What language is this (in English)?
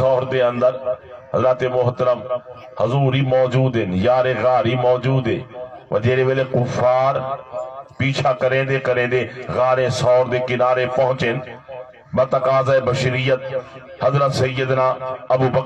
Saraiki